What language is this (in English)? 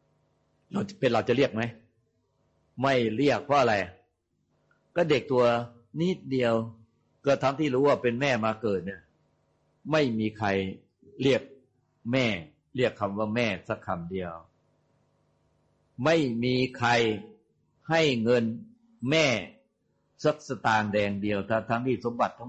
Thai